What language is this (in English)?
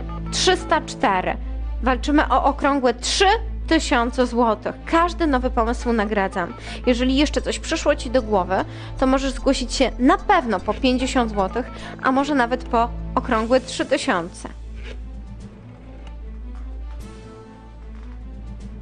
Polish